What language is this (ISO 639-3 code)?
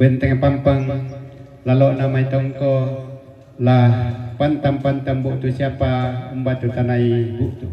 sda